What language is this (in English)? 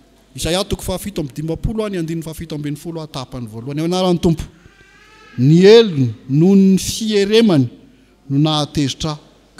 Malagasy